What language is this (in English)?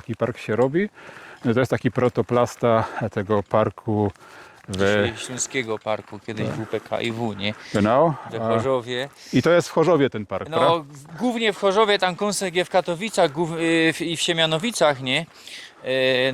Silesian